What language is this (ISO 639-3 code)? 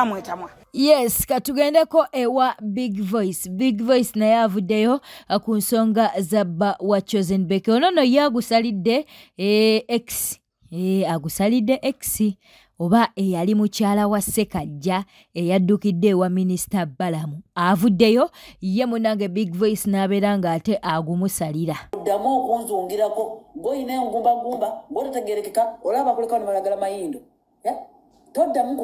lug